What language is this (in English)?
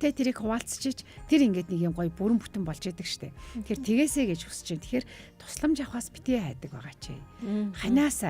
Mongolian